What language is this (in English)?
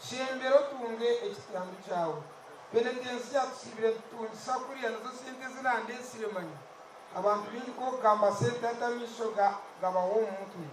Nyankole